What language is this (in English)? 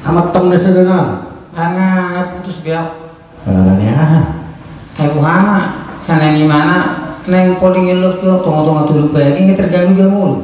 Batak Toba